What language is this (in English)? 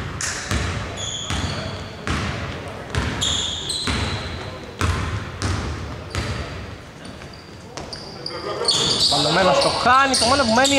Greek